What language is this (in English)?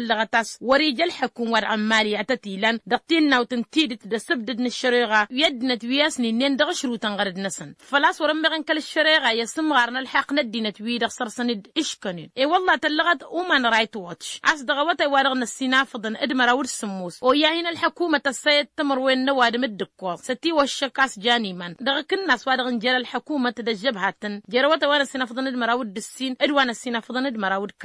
Tamasheq